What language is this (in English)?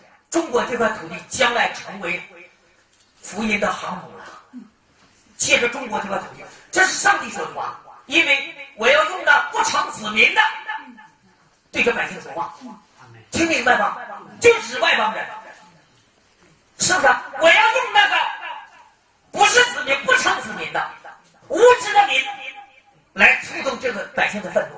Chinese